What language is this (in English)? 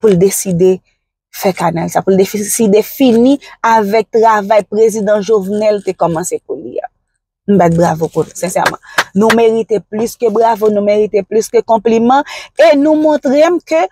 Haitian Creole